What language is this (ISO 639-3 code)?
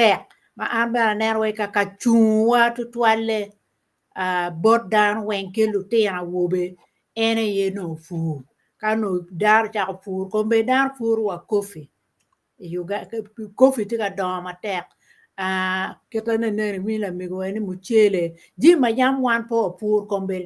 ach